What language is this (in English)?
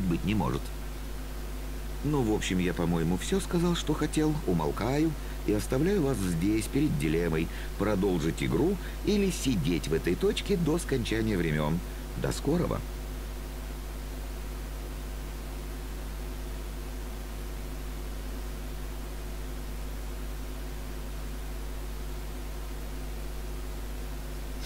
Russian